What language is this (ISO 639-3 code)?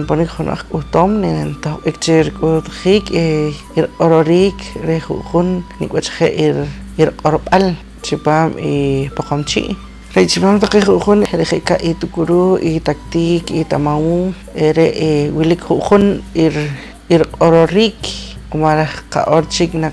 poh